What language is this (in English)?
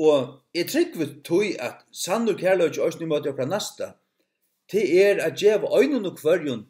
Faroese